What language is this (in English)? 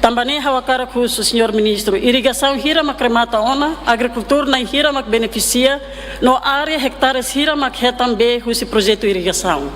Tetum